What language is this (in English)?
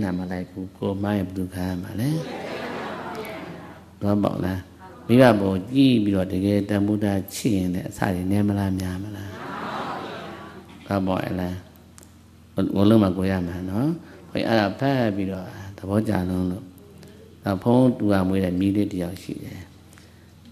Burmese